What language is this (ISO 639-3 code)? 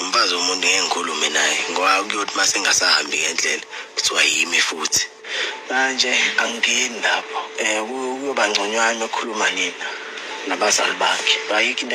zul